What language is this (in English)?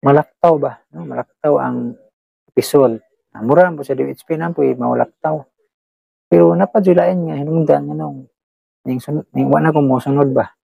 Cebuano